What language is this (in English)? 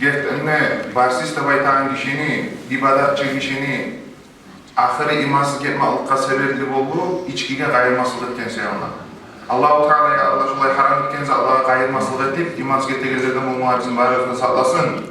Kumyk